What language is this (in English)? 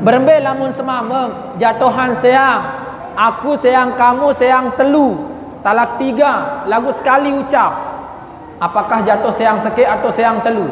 Sasak